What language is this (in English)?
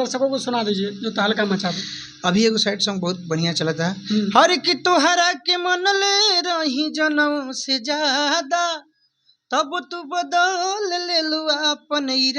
Bhojpuri